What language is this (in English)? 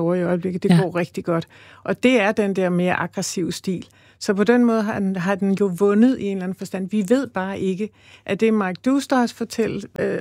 Danish